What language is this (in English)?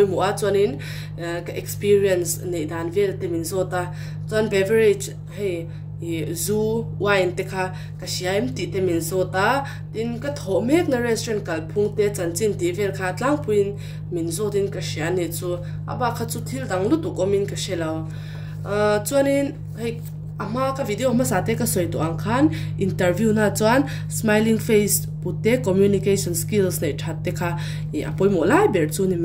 Mizo